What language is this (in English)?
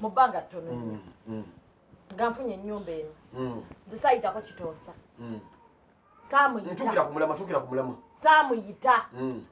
Ganda